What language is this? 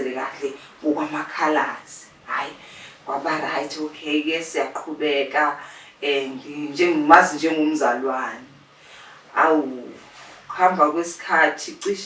Zulu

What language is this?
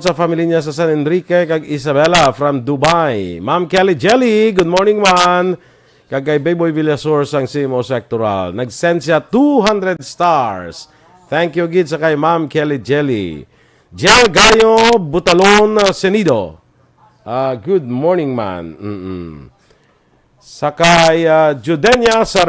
Hiligaynon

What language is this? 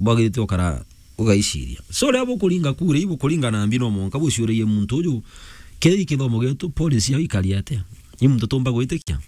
Meru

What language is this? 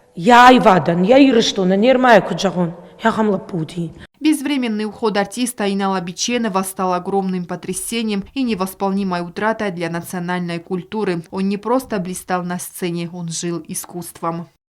Ossetic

